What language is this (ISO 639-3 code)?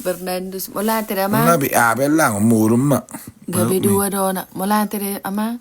bbc